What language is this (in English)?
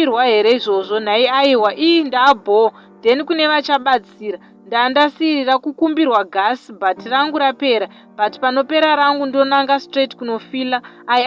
Shona